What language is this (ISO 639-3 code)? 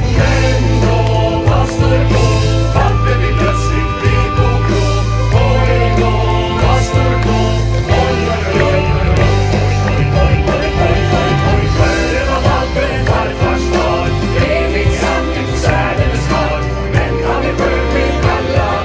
swe